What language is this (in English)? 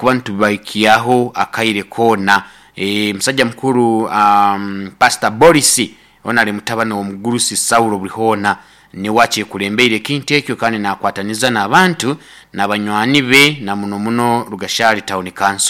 Nyoro